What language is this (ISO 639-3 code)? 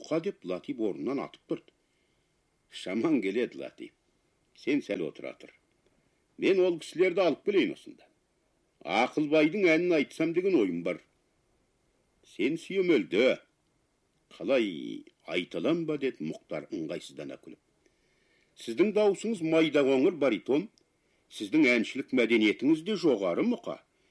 kaz